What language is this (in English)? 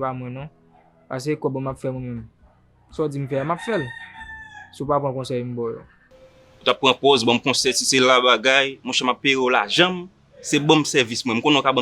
Haitian Creole